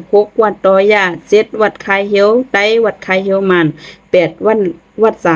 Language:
Shan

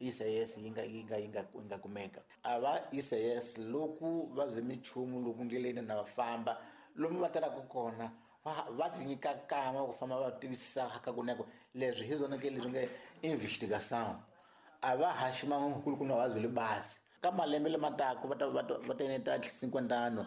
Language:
Tsonga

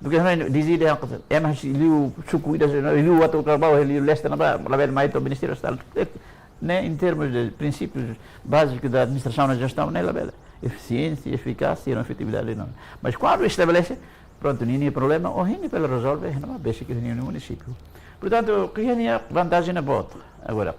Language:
Tetum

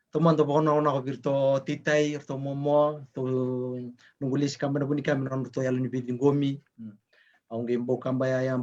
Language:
Fijian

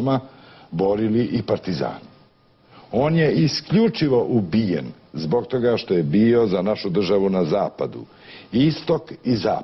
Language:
Croatian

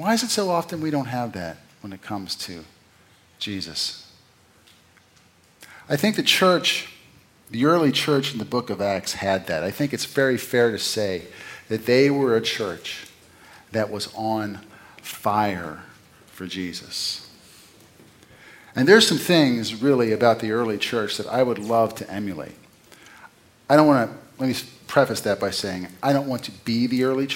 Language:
English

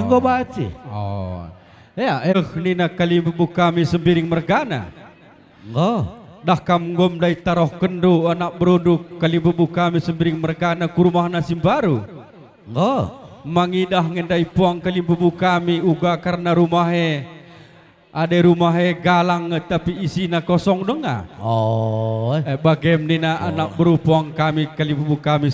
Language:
Batak Karo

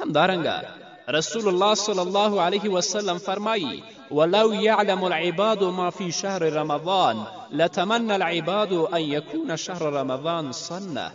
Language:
Pashto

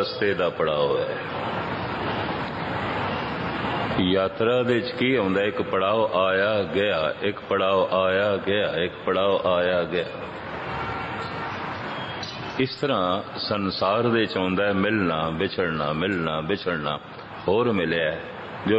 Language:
Punjabi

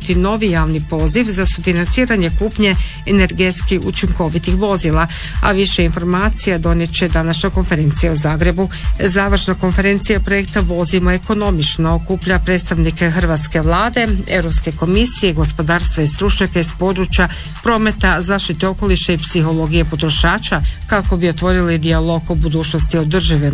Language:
Croatian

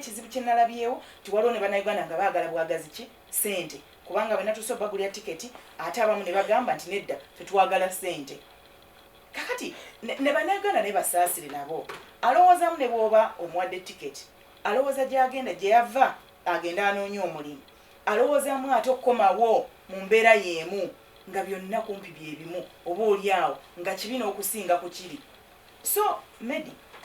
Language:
Ganda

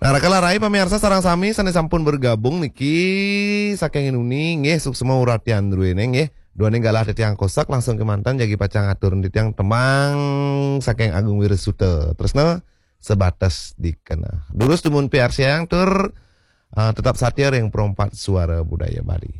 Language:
Balinese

